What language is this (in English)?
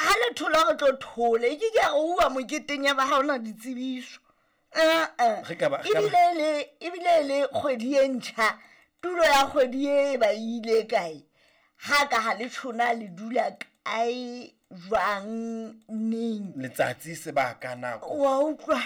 Southern Sotho